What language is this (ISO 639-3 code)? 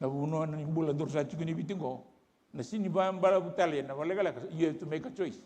fij